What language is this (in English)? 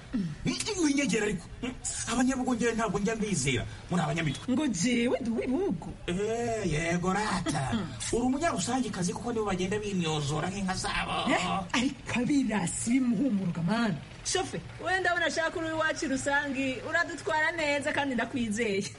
Kinyarwanda